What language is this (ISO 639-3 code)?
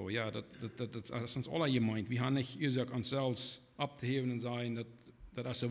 pdt